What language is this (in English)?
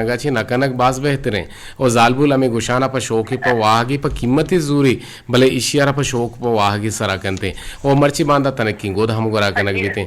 Eastern Balochi